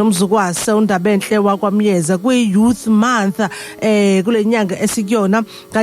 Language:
Zulu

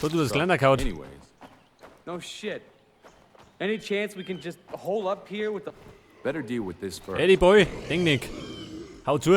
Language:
Bavarian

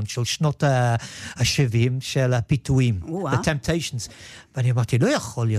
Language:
Hebrew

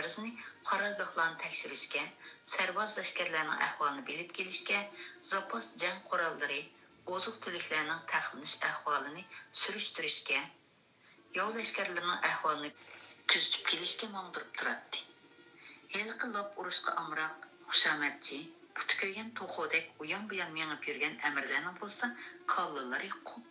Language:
Uyghur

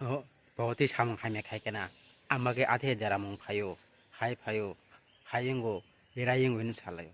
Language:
Kok Borok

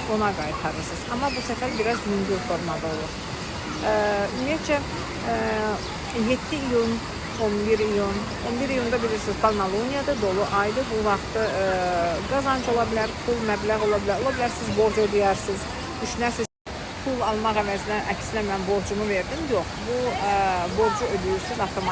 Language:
Azerbaijani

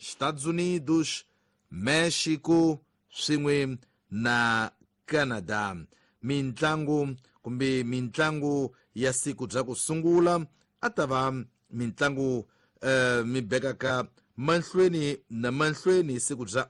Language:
Tsonga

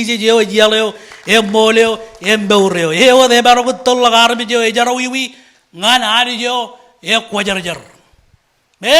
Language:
Marshallese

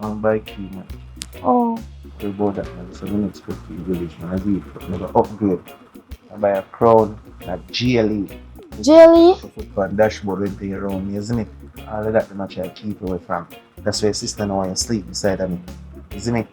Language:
Jamaican Creole English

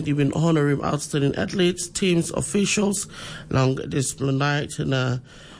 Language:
Tok Pisin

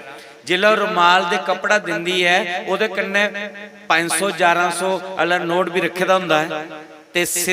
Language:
Dogri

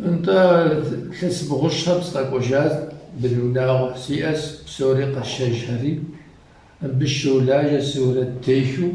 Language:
Kabardian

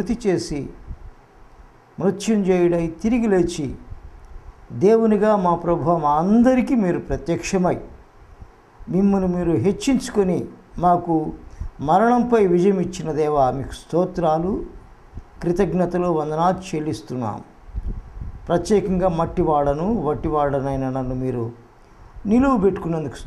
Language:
Telugu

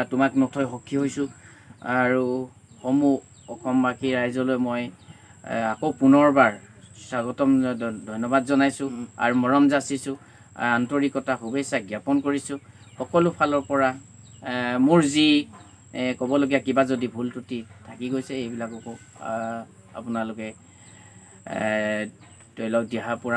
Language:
Assamese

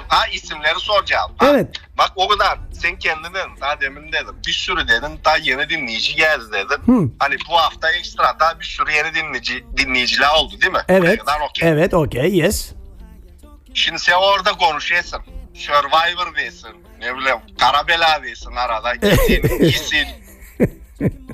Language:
Turkish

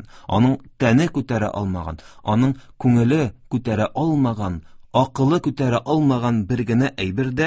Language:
Tatar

